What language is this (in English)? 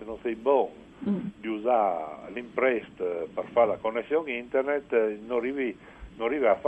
Friulian